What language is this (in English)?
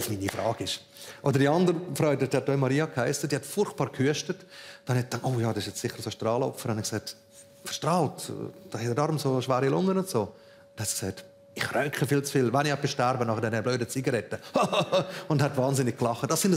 Swiss German